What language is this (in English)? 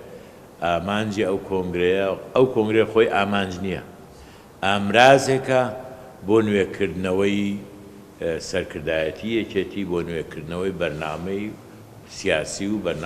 Central Kurdish